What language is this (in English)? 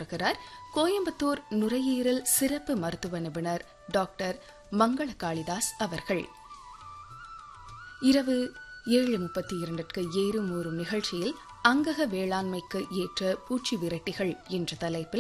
Tamil